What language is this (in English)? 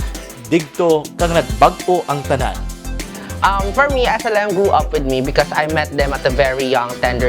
Hiligaynon